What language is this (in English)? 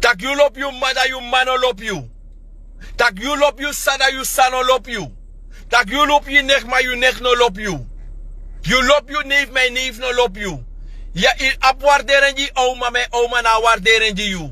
Sranan Tongo